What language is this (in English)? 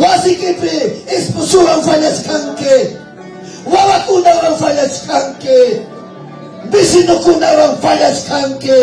Ayacucho Quechua